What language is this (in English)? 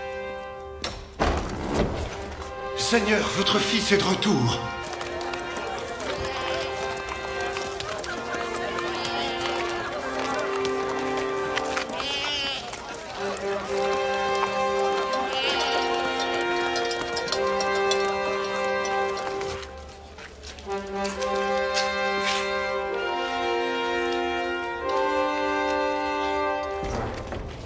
French